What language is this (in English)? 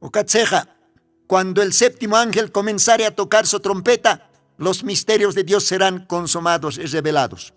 Aymara